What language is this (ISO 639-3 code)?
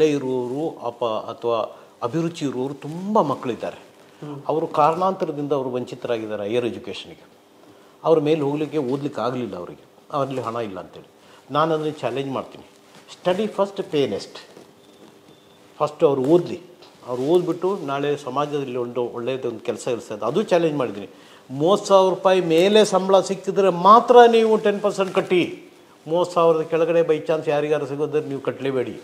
kan